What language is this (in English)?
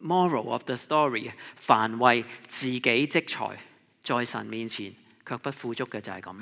Cantonese